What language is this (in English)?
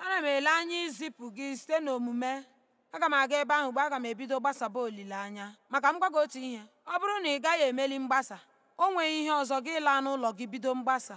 Igbo